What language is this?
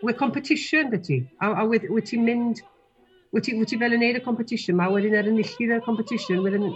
Welsh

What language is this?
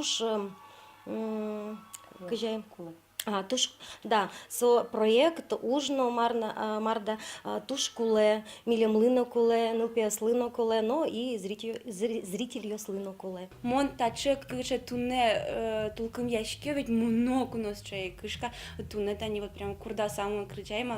Udmurt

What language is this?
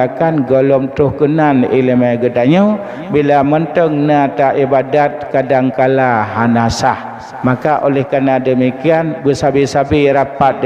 Achinese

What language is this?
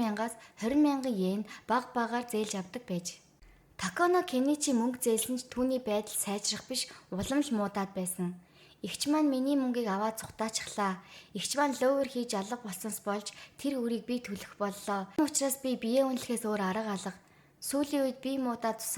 Mongolian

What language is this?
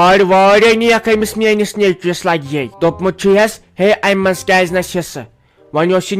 Kashmiri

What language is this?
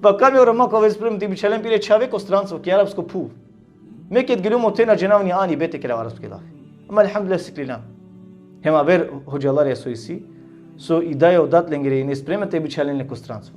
Balkan Romani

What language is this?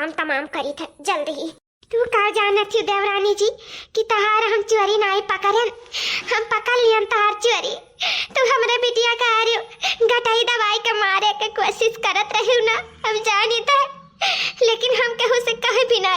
Awadhi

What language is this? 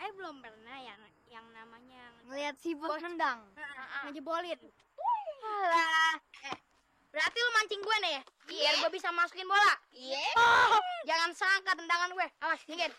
Betawi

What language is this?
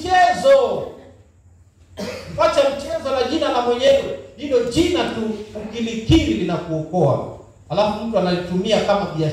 Swahili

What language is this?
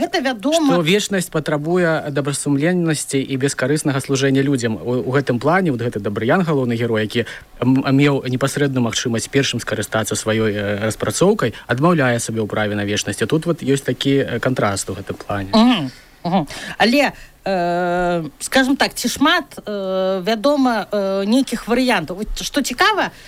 Belarusian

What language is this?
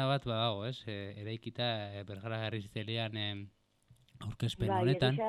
Basque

